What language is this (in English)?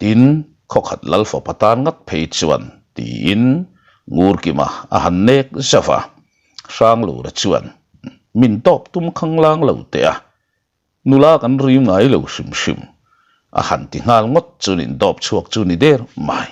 Mizo